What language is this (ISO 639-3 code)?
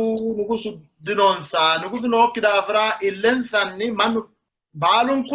sid